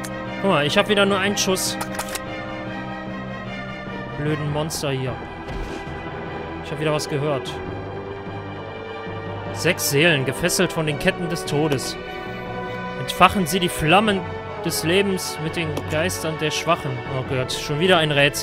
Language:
German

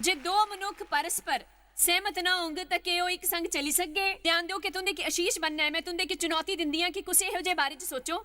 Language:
Dogri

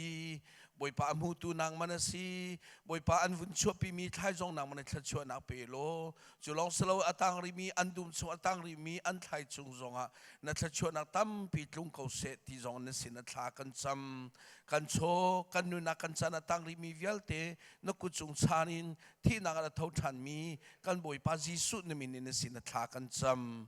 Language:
Hakha Chin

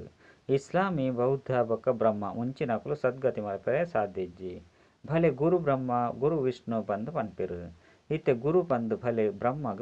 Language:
Tulu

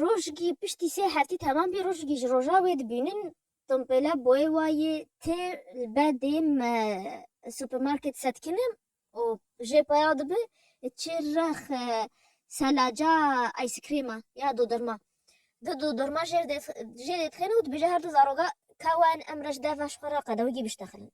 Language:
Kurdish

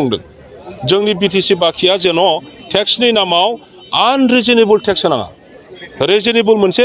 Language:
Bodo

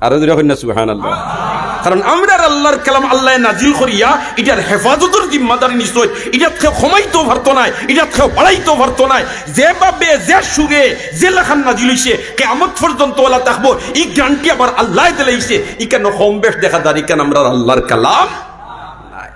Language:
Sylheti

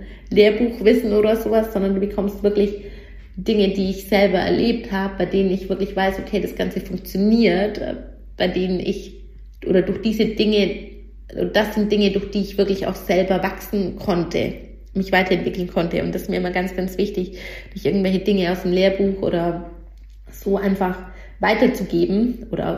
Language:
German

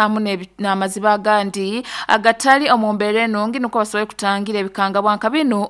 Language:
Nyoro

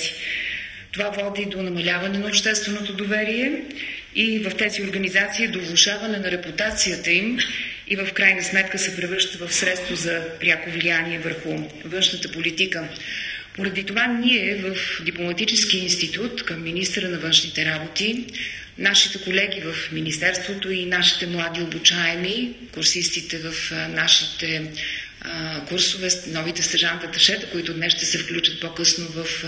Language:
Bulgarian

